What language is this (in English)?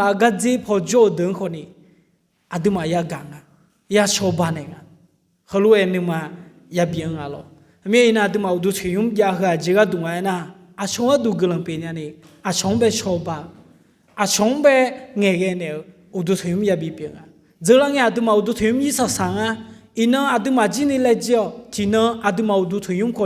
Akha